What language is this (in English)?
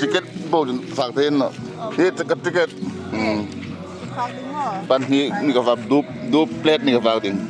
Hmar